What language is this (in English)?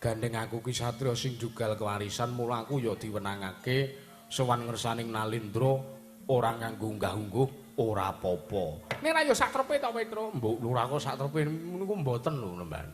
Javanese